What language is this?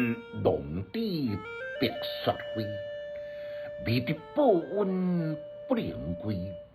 Min Nan Chinese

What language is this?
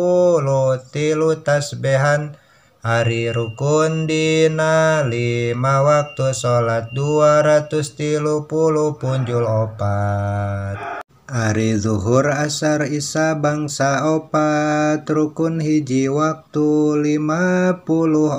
Sundanese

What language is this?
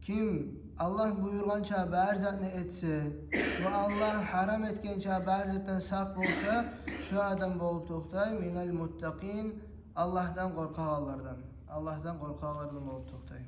Kumyk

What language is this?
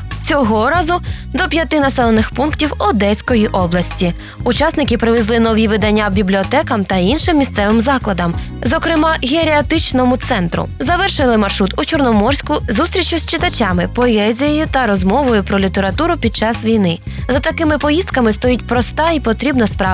Ukrainian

